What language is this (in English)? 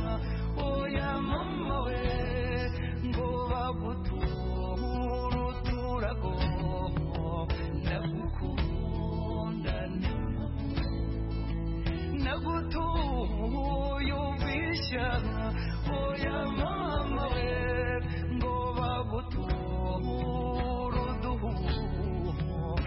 Kinyarwanda